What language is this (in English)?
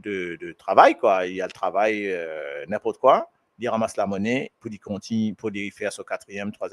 Morisyen